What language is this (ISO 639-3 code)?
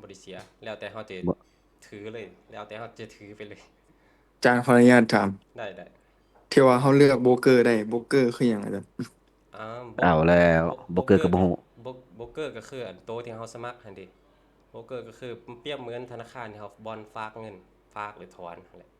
lao